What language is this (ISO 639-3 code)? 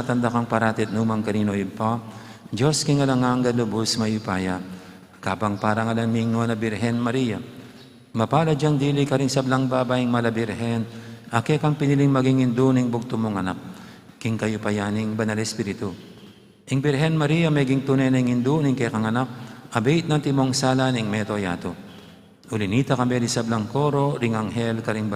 pam